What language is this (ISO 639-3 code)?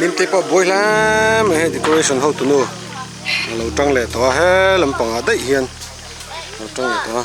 lus